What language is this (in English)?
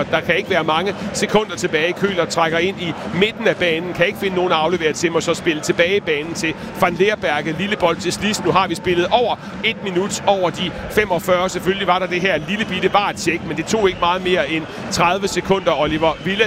Danish